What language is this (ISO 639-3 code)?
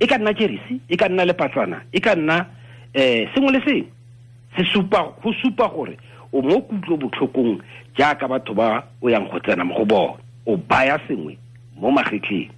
tsn